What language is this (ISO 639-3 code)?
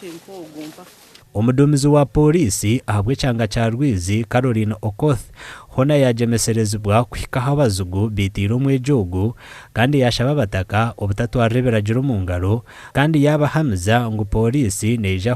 nyn